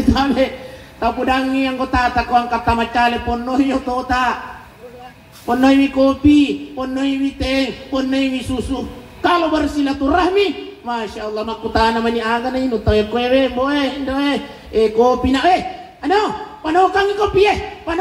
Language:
Buginese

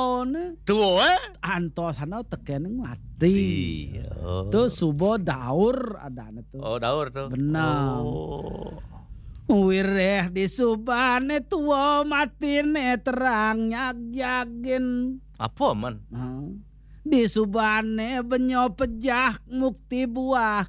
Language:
Balinese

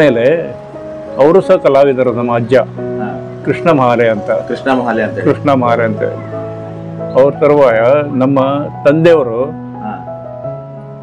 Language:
Kannada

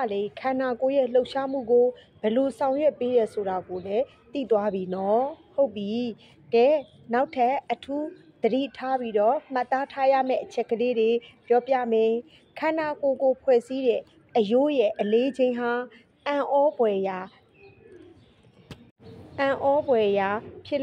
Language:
Burmese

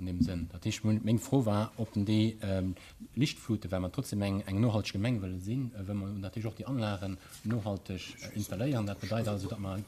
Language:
Luxembourgish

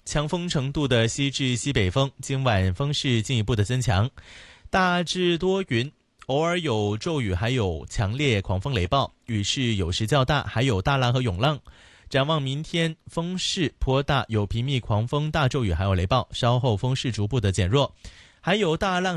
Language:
Chinese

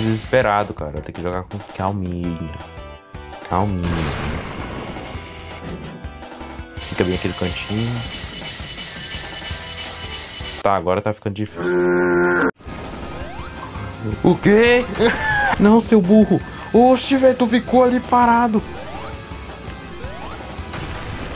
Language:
Portuguese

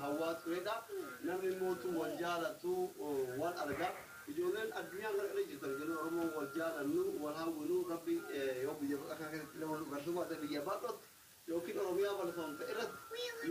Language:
Oromo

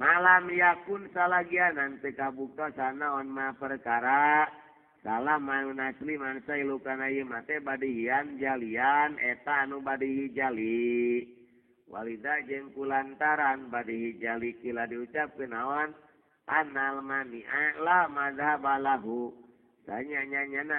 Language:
Sundanese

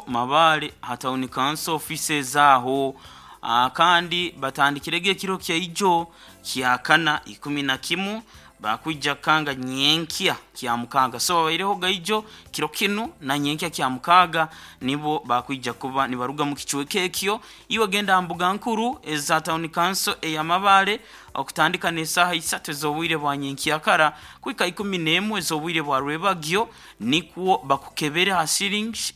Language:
Nyoro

